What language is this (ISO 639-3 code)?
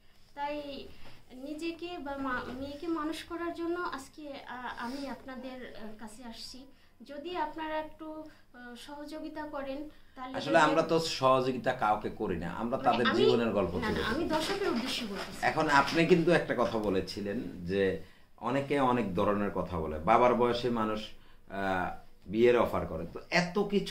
ben